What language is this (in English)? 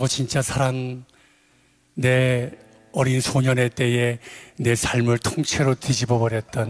Korean